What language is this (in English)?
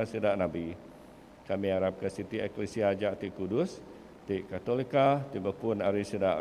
Iban